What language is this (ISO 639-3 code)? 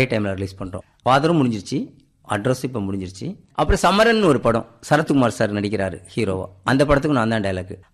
tam